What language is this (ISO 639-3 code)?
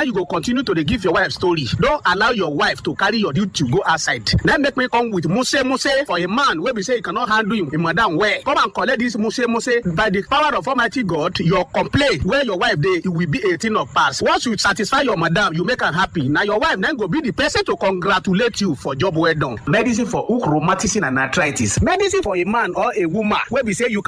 pcm